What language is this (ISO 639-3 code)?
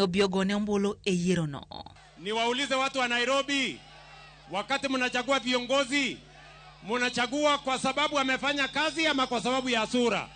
luo